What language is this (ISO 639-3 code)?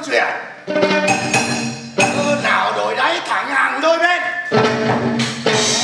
vie